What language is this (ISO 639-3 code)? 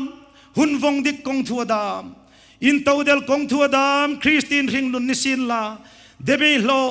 hmr